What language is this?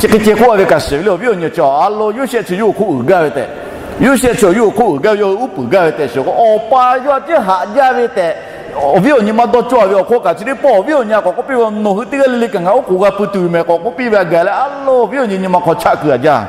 Lahu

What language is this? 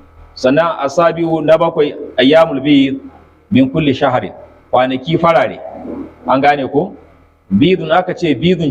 Hausa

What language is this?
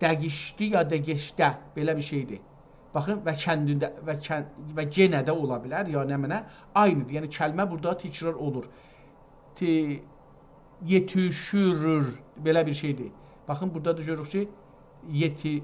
South Azerbaijani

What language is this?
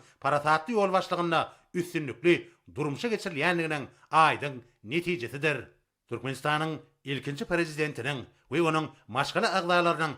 Turkmen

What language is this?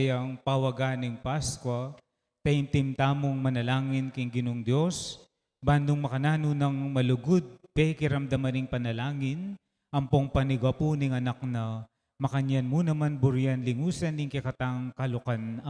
Pampanga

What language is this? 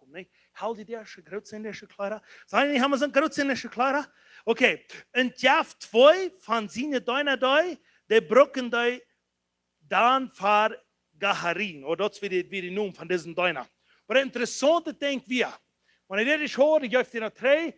Plautdietsch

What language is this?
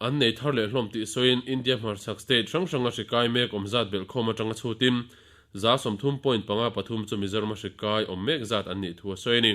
Mizo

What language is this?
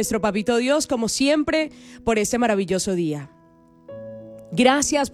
Spanish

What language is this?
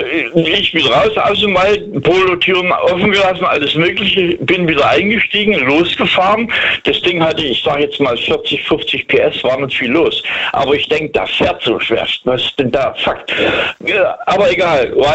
German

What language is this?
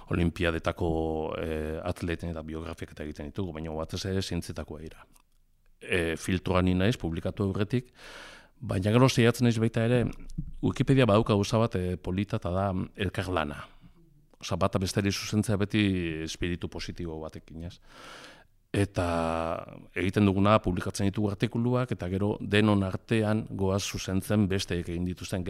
Basque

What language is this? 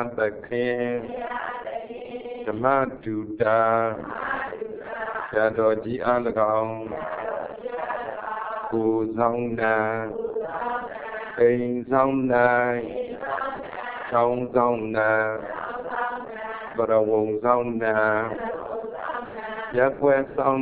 Burmese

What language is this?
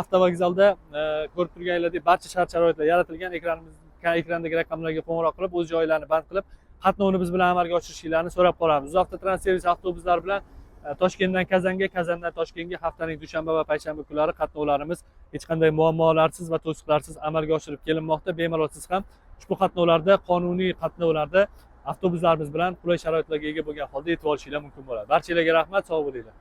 Uzbek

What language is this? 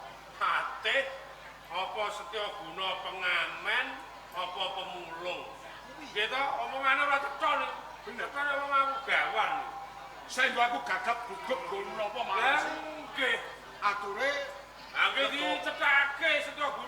Javanese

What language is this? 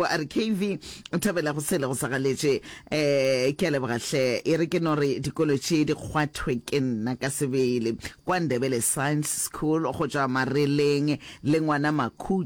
Northern Sotho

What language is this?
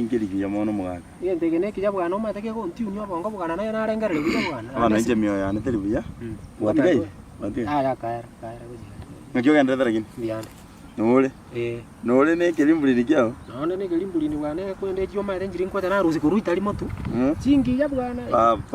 Gusii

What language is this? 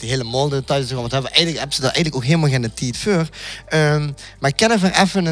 Limburgish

